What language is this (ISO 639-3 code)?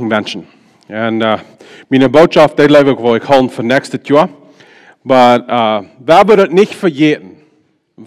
pdt